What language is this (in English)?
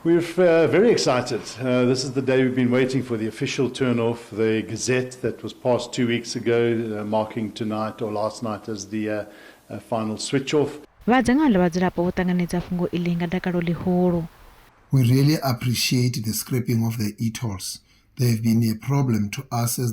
Venda